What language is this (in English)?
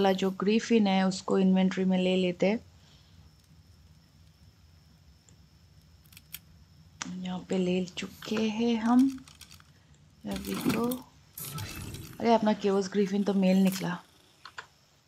Hindi